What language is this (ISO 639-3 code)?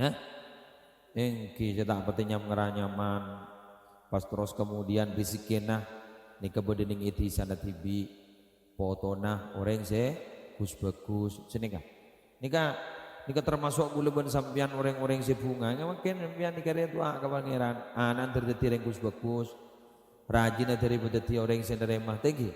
mad